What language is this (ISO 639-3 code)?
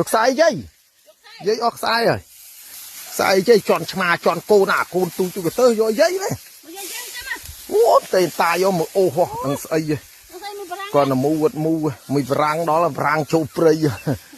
khm